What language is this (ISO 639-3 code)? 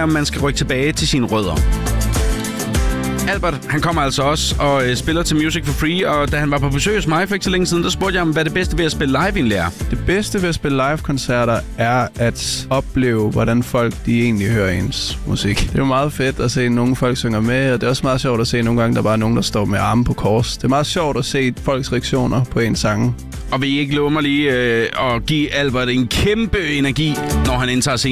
dan